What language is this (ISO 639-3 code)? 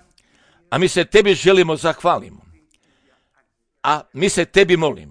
hrv